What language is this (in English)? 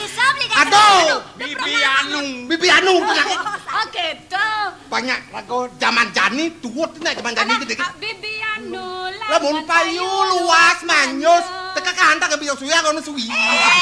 Balinese